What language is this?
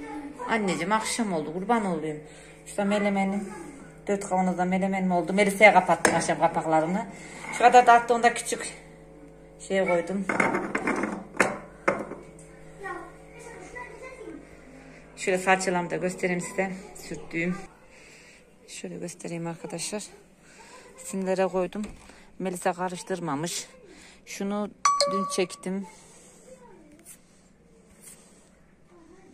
Turkish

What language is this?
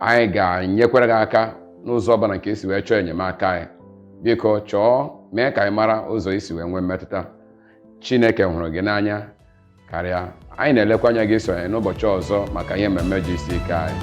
Igbo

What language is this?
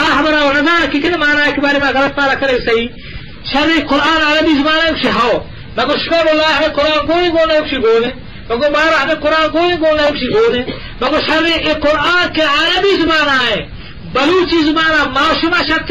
Eastern Balochi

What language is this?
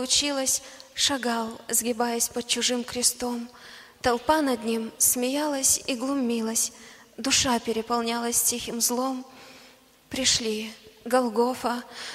Russian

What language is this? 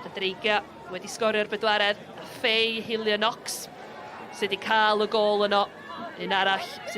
Welsh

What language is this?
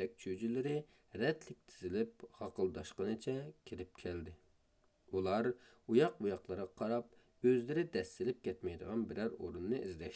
Uyghur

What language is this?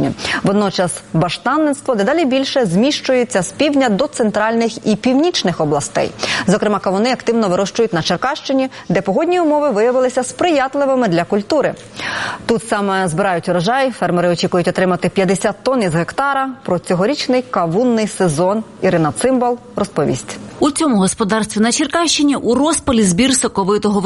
Ukrainian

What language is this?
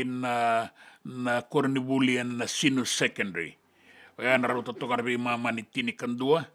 Fijian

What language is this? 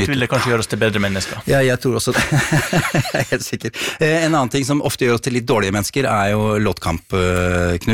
Norwegian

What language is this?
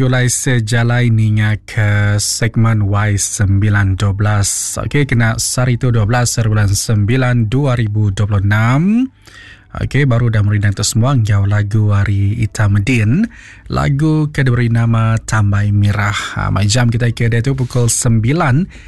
Iban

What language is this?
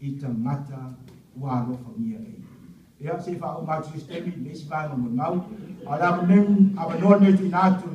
Samoan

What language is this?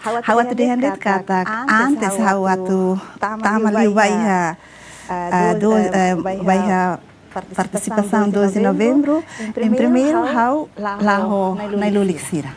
Tetum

